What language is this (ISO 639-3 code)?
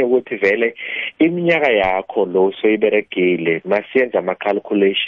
nbl